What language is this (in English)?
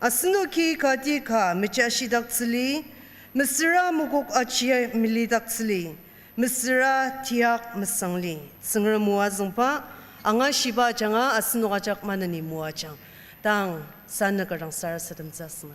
Ao Naga